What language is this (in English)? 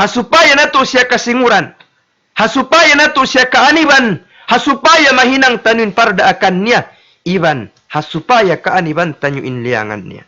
Tausug